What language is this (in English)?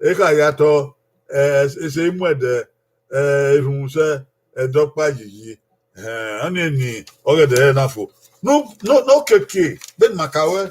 Bini